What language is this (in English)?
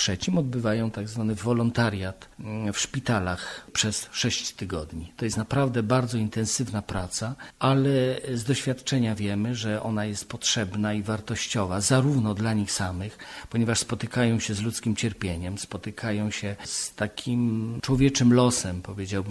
Polish